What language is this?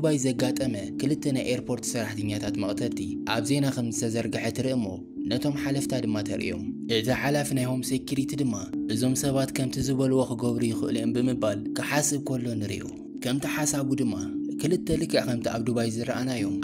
Tigrinya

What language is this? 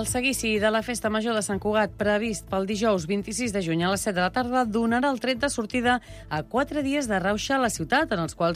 Catalan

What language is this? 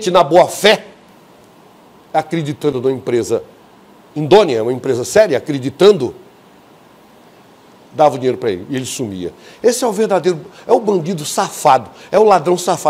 Portuguese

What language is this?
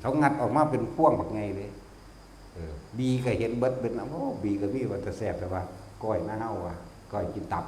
Northeastern Thai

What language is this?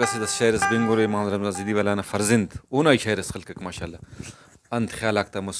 Brahui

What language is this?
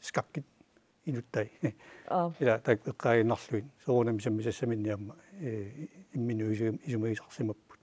Kalaallisut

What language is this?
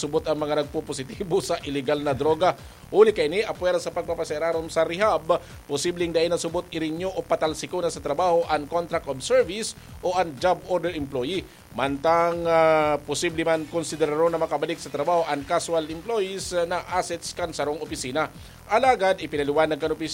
Bikol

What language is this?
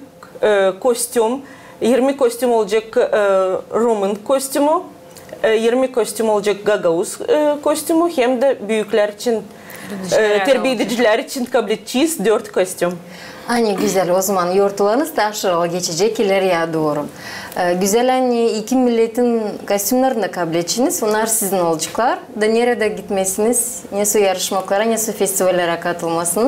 Gagauz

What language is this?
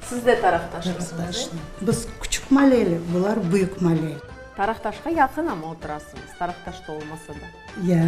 Crimean Tatar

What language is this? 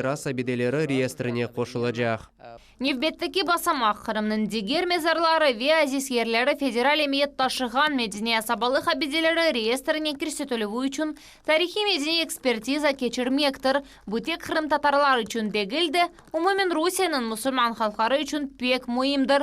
Crimean Tatar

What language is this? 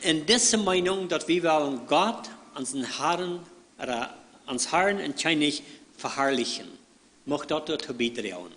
Plautdietsch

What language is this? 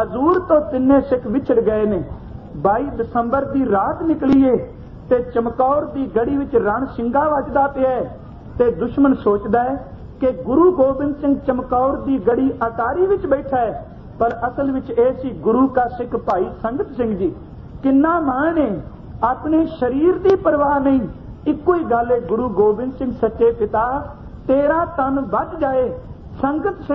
Punjabi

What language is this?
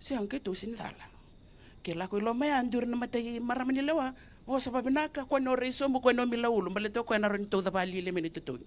Fijian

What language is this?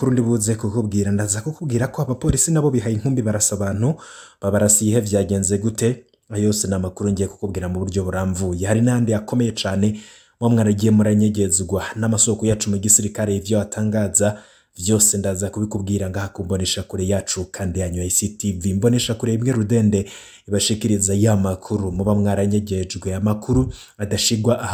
Rundi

